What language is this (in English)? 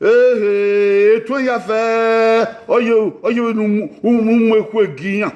Bini